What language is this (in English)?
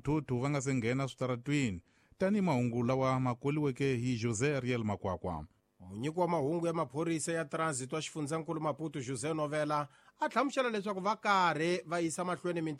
Tsonga